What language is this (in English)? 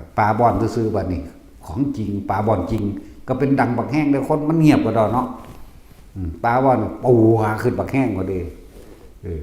Northeastern Thai